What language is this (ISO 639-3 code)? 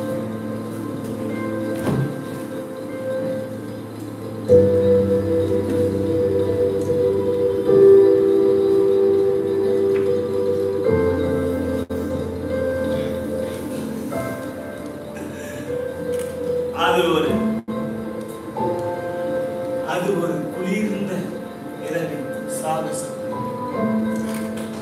tam